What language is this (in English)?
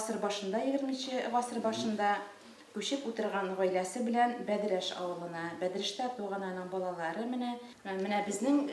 Bashkir